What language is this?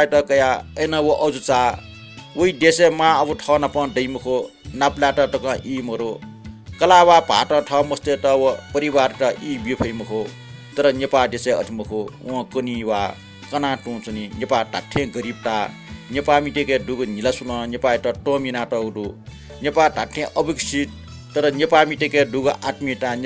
Newari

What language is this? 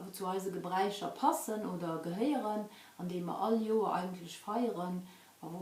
Luxembourgish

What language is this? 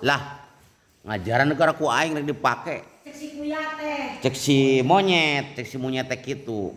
Sundanese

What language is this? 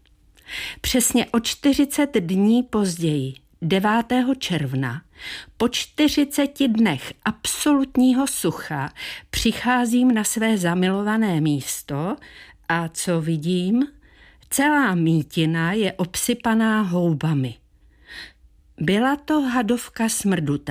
Czech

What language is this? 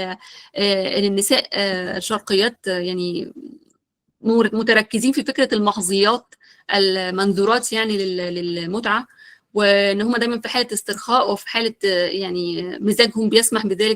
Egyptian Arabic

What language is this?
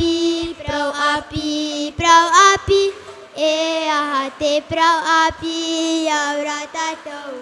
Tahitian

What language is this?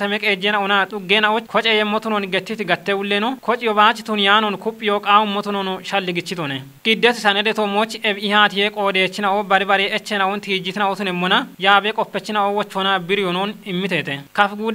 Kafa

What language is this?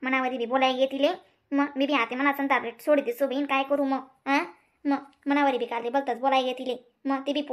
Khandesi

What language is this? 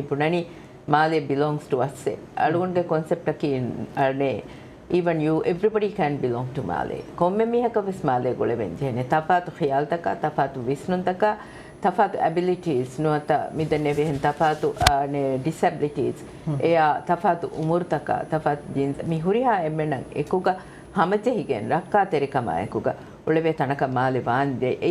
Divehi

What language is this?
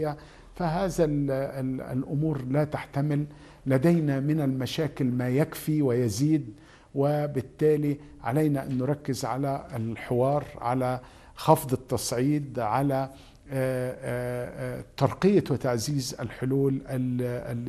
Arabic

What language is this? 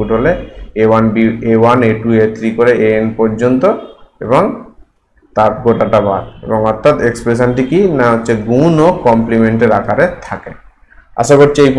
Bangla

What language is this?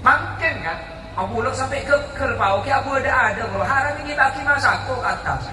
Madurese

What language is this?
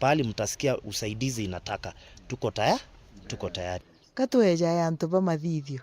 Meru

